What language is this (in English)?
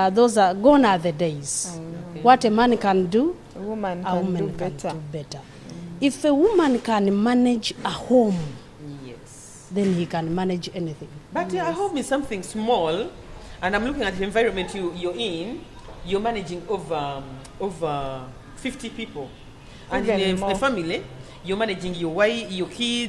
Nyoro